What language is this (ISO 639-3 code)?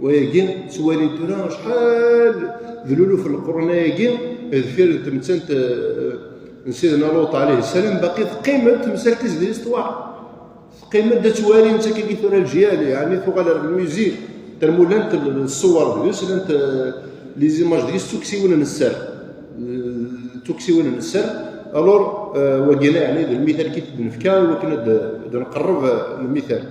kab